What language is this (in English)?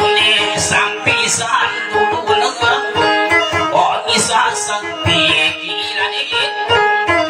Indonesian